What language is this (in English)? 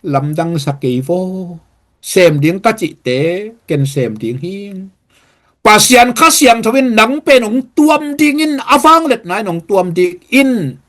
Tedim Chin